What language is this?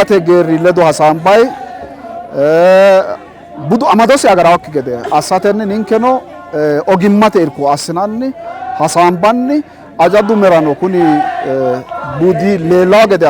Sidamo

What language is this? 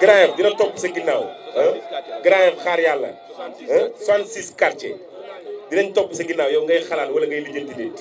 Wolof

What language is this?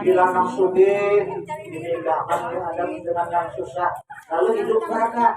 Banjar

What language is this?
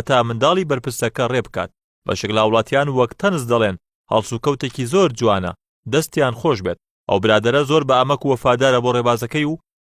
Central Kurdish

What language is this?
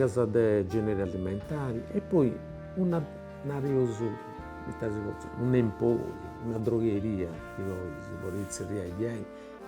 Sardinian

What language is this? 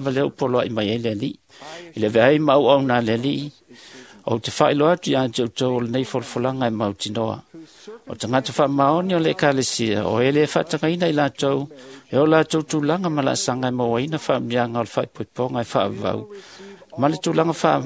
Samoan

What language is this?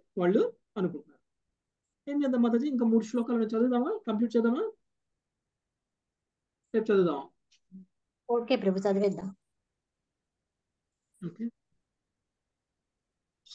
Telugu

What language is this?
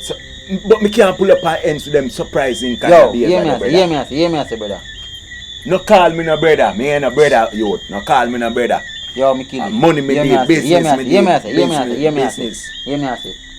Jamaican Creole English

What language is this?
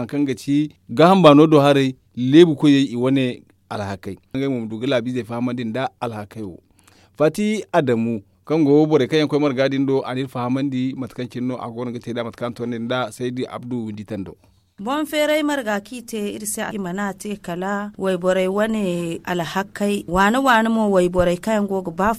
Zarma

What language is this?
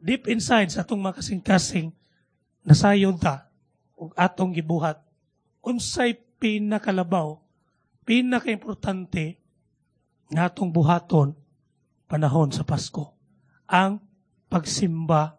Cebuano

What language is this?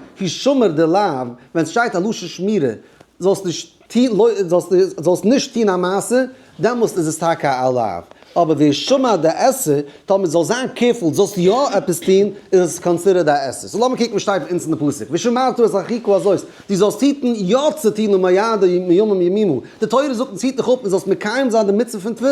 Yiddish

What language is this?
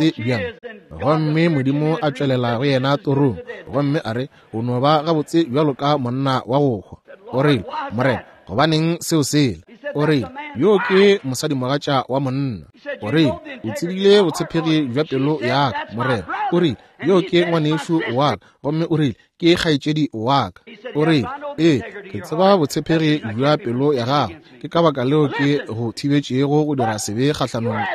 Northern Sotho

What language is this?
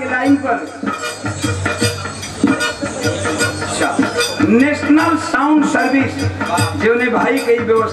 Bhojpuri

